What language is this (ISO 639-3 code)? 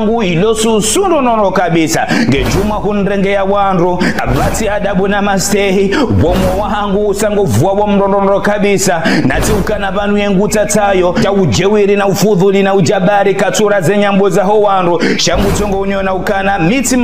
zdj